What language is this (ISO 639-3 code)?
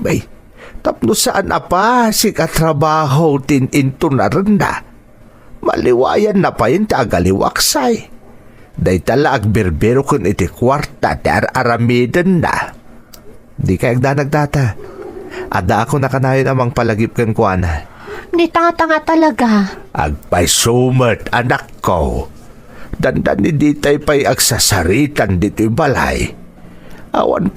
ilo